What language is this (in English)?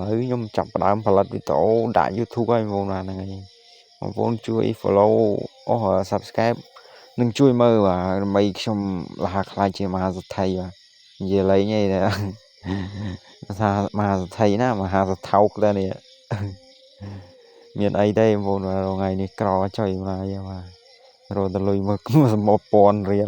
Khmer